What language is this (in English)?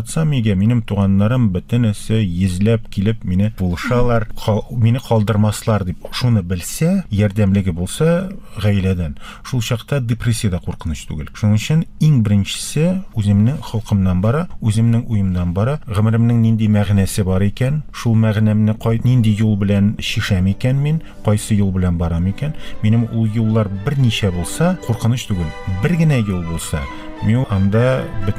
Tatar